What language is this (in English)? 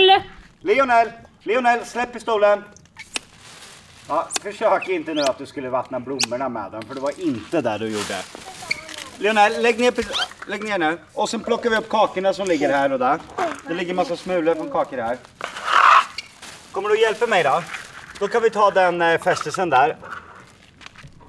Swedish